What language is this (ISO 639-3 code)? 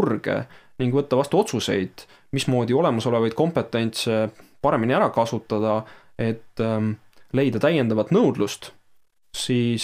est